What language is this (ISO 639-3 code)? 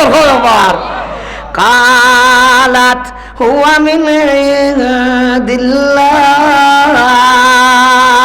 syl